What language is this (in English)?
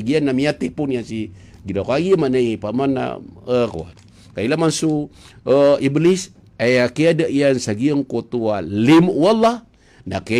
Maranao